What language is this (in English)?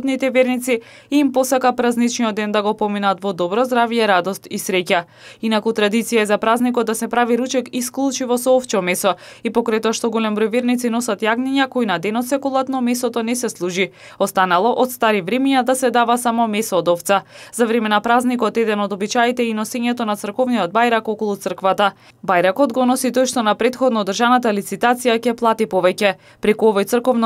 Macedonian